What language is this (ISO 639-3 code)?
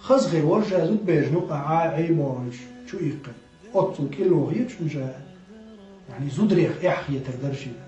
che